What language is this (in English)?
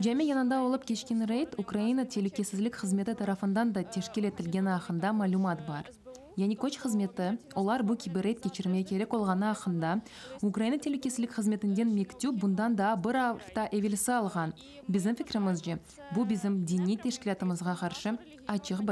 Crimean Tatar